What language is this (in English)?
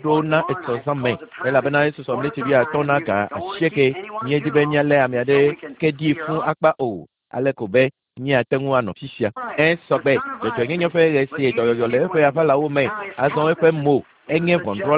Ewe